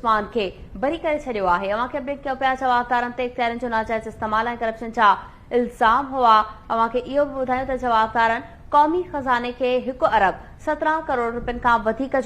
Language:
Sindhi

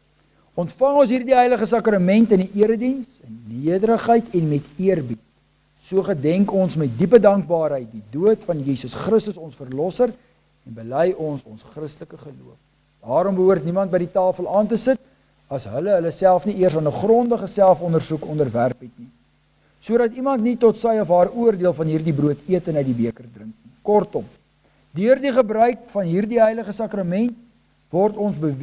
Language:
Afrikaans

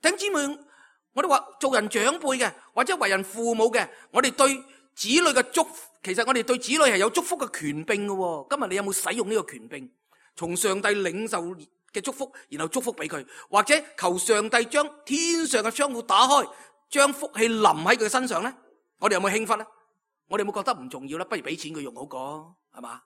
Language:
Cantonese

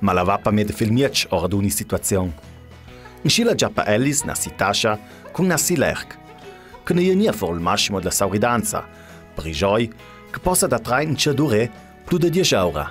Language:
Ladin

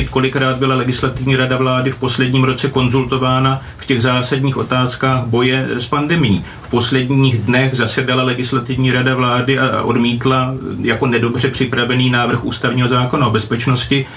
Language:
Czech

